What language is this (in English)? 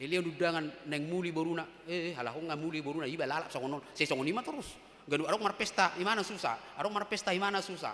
Batak Toba